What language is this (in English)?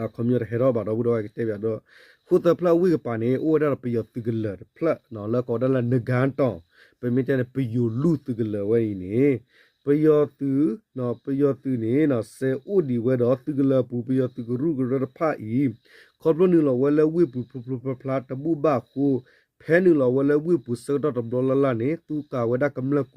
S'gaw Karen